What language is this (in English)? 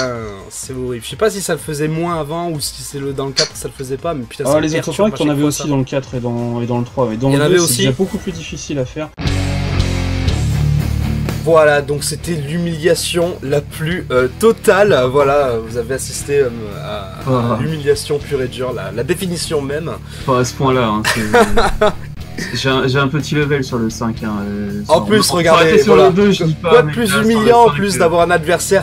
French